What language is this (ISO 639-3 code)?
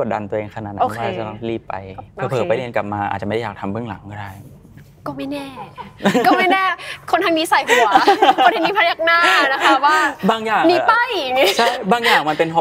tha